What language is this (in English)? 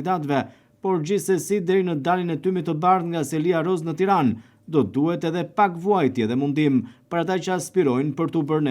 Albanian